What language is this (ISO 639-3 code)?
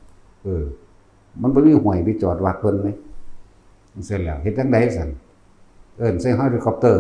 tts